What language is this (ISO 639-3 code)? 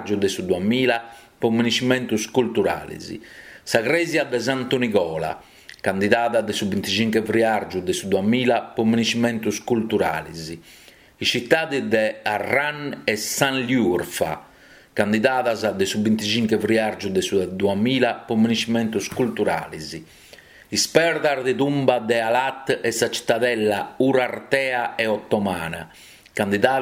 srd